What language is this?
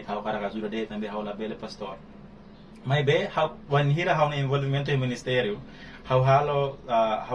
Tetum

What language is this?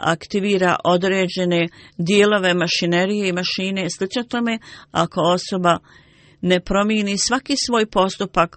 Bosnian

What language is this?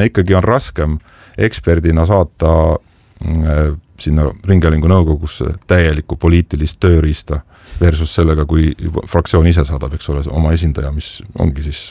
Estonian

